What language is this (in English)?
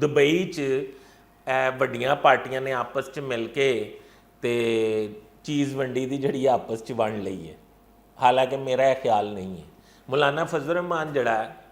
Western Panjabi